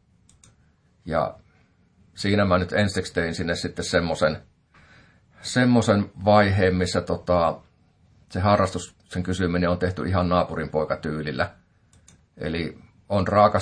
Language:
Finnish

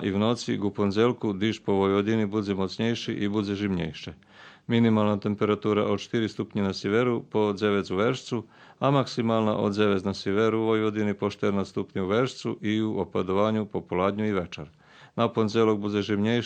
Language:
Rusyn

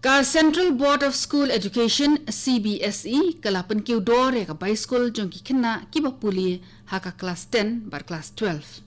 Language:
Khasi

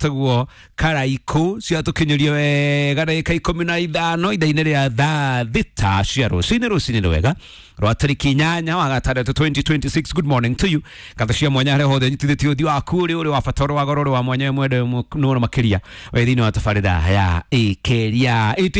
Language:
Kikuyu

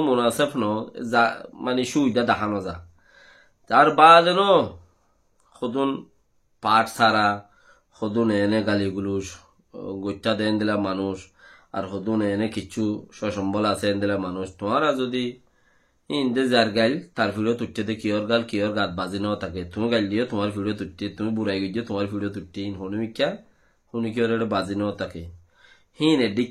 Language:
Rohingya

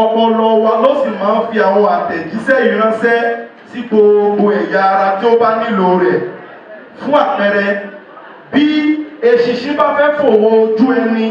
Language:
Yoruba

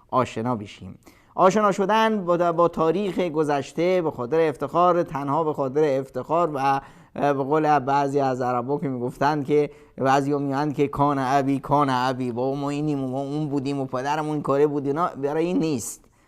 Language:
Persian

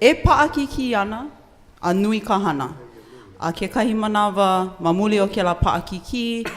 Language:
Hawaiian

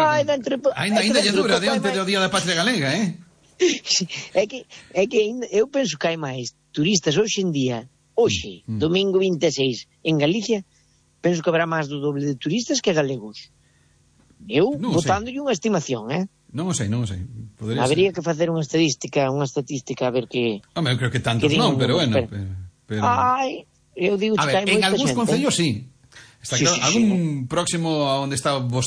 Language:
Galician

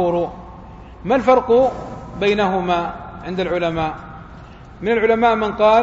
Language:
Arabic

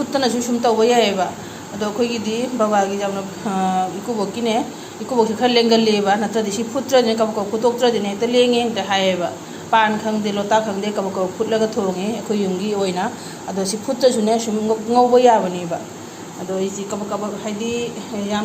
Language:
Manipuri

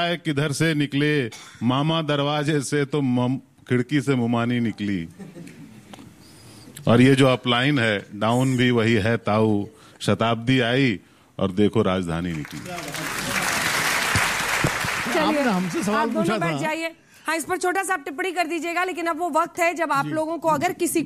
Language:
Hindi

